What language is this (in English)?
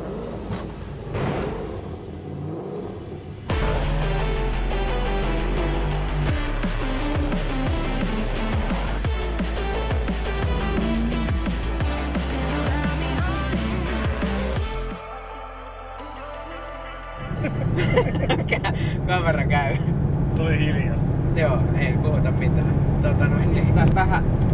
Finnish